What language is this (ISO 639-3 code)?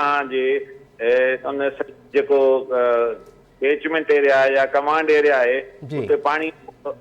snd